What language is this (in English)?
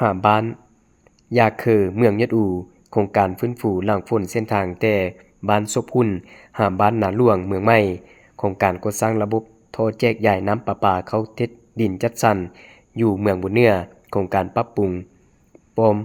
Lao